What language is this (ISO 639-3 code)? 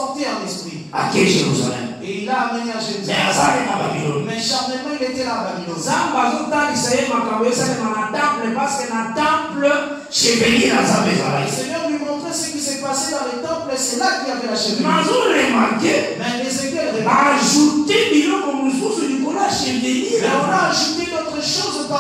fra